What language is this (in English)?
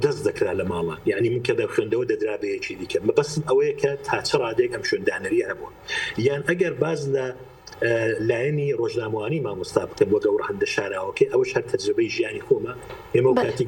Central Kurdish